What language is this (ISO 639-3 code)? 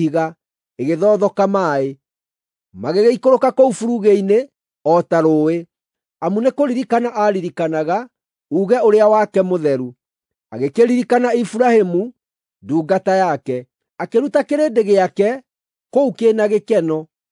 kik